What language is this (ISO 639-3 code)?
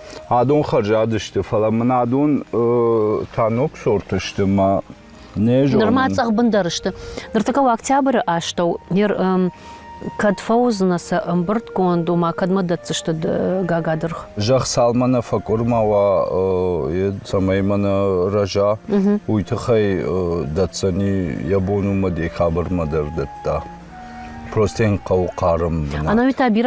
oss